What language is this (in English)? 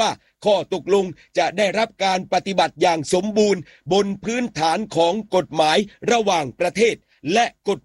Thai